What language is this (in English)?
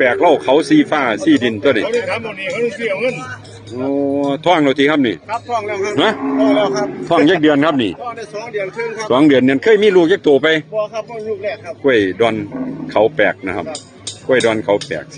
Northeastern Thai